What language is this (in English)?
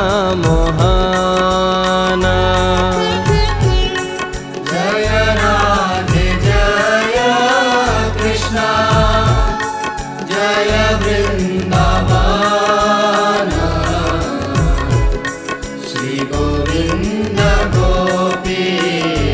Hindi